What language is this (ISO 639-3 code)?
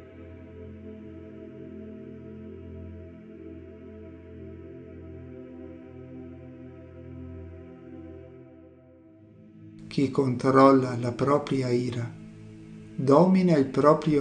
ita